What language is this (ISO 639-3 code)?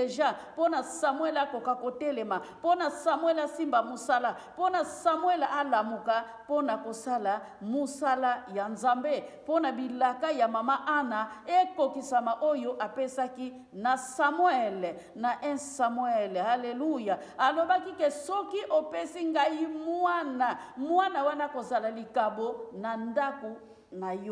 lin